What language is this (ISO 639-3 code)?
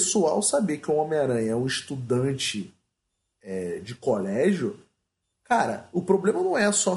por